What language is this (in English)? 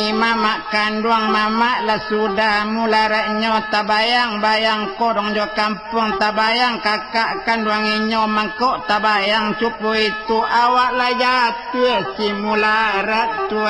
Minangkabau